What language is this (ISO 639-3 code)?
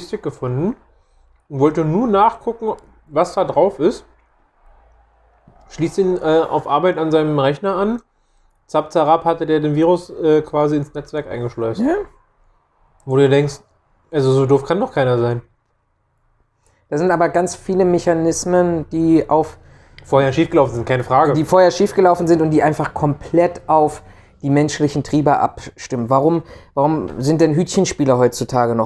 deu